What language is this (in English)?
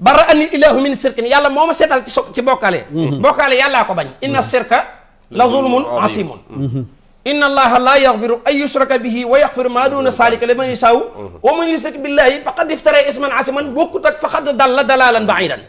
Wolof